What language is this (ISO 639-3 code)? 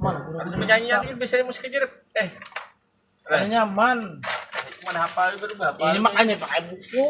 bjn